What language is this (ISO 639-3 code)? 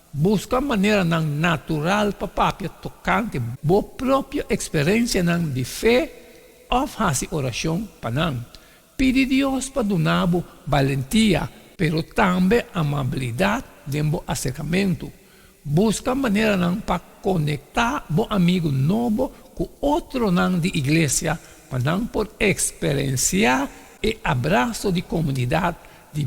pap